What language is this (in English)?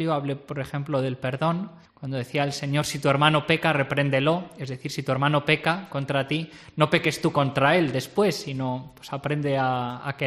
Spanish